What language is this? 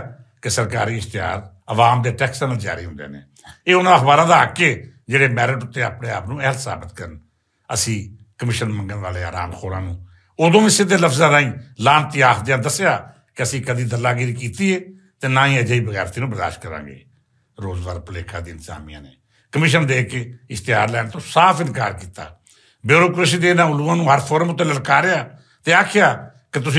Western Panjabi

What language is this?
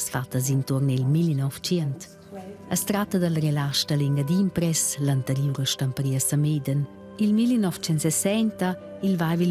Romansh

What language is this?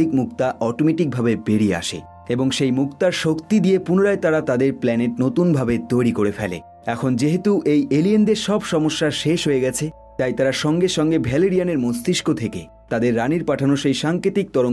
Bangla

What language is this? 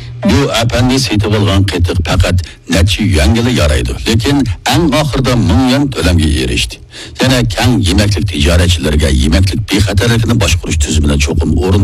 Uyghur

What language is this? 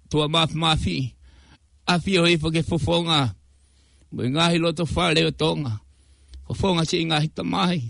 Tongan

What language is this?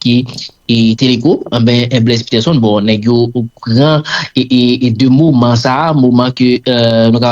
Haitian Creole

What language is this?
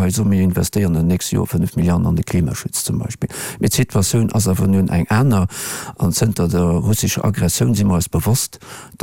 Luxembourgish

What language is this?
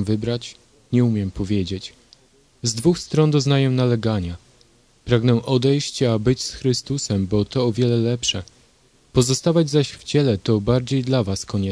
Polish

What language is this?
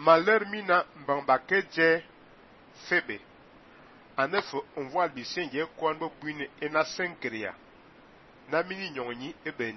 Fang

